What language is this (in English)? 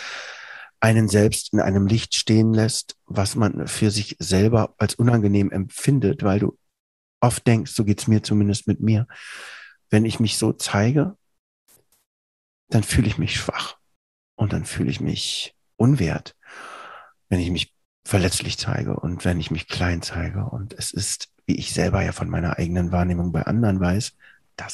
German